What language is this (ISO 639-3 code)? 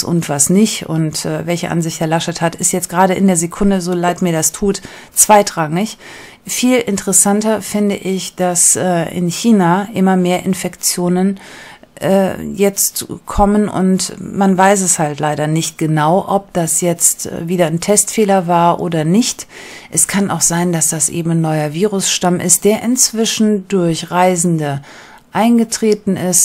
deu